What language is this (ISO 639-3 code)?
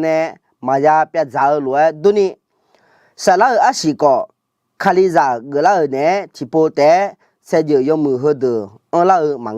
ahk